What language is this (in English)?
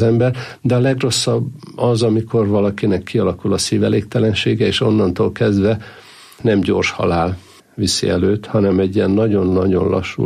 Hungarian